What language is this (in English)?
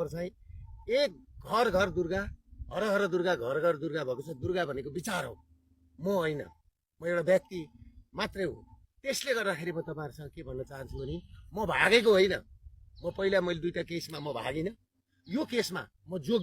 Nepali